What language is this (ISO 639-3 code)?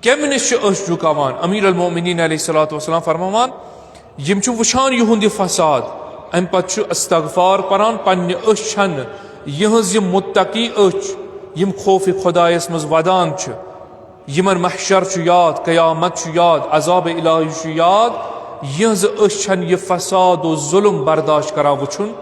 kas